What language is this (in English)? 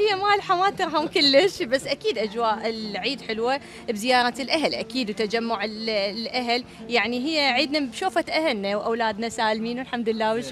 Mesopotamian Arabic